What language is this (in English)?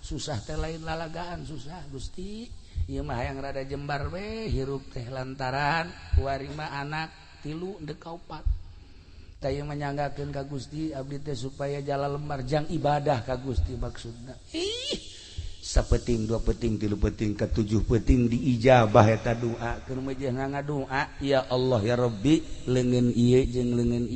Sundanese